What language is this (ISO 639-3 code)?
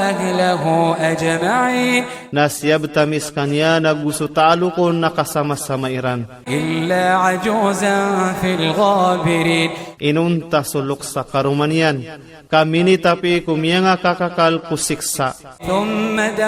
ilp